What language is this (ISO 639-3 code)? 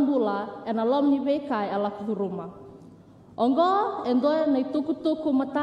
fij